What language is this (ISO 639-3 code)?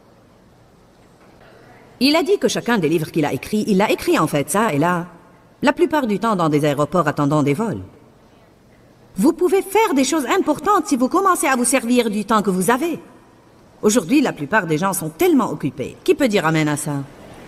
fra